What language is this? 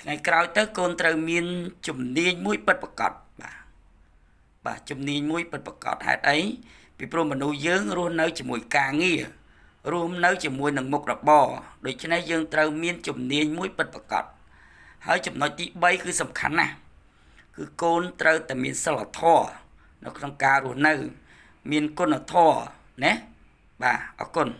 Khmer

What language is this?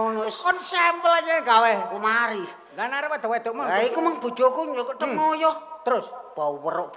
Javanese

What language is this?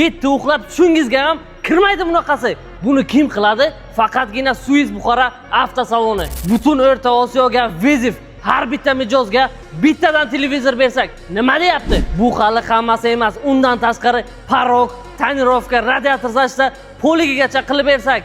Uzbek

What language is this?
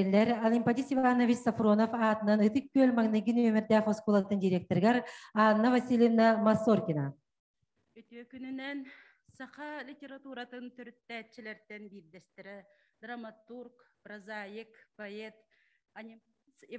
Yakut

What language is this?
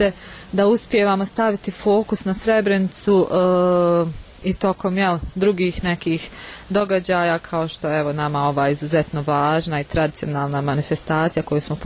Bosnian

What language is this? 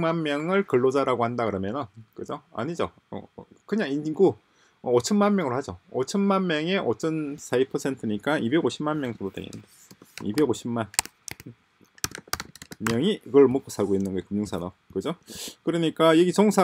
Korean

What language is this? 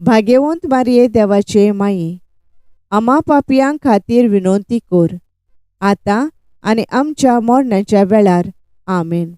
Konkani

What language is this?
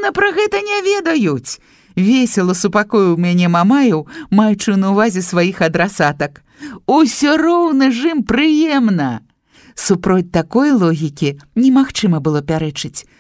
Belarusian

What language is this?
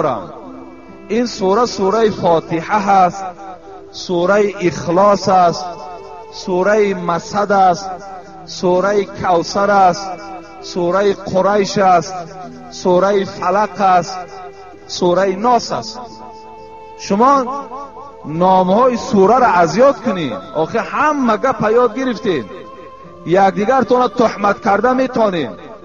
Tajik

